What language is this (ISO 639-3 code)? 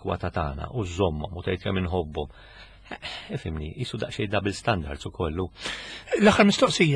mlt